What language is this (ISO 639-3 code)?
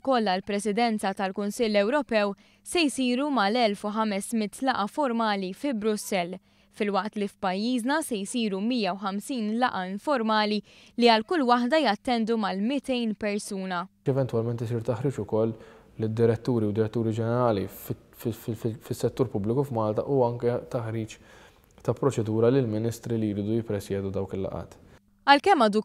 mlt